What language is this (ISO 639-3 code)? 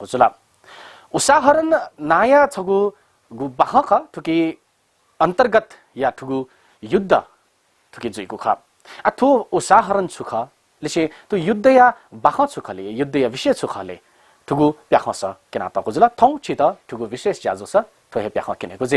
new